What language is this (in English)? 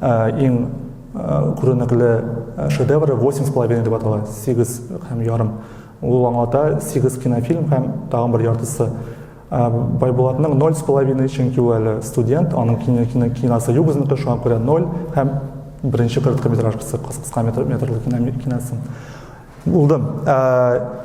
Tatar